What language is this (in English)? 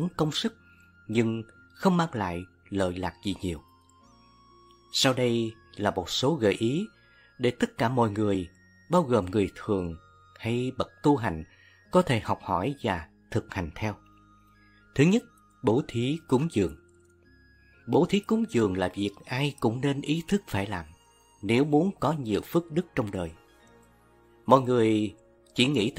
Vietnamese